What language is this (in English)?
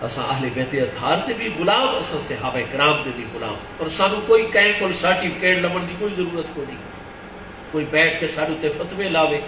Saraiki